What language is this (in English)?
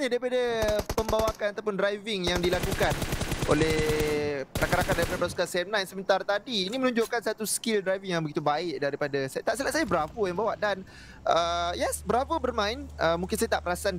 Malay